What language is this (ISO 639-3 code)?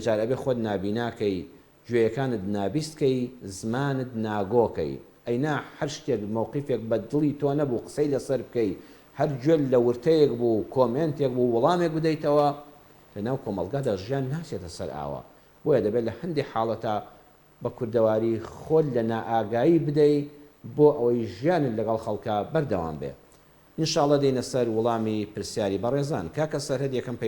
ckb